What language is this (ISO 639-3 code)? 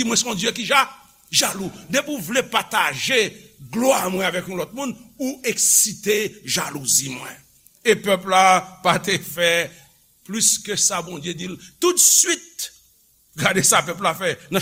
hat